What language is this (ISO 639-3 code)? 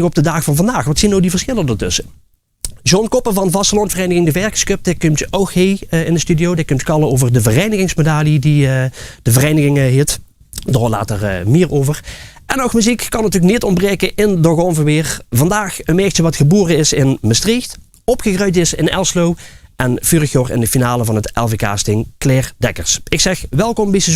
lim